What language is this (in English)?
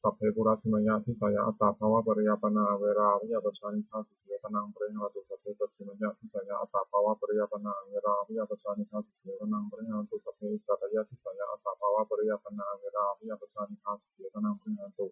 Pali